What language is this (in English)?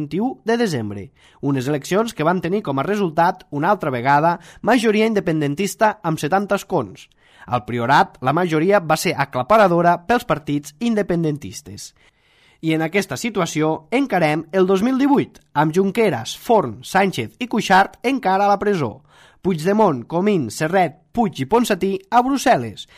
Catalan